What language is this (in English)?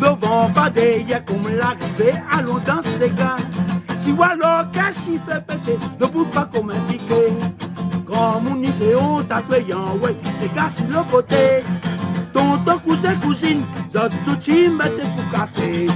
Réunion Creole French